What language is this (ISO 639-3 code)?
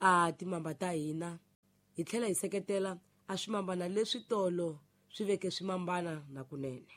tso